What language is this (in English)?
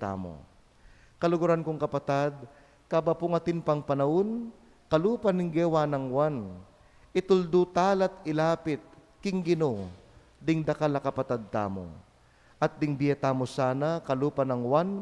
Pampanga